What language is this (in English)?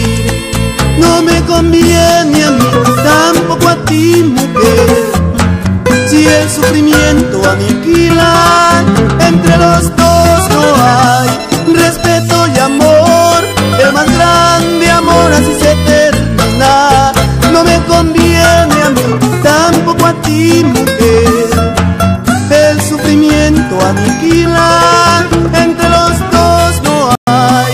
Spanish